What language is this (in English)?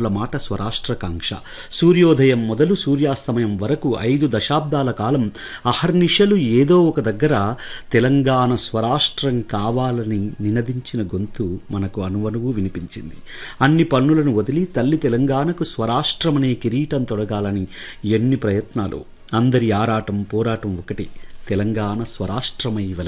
Telugu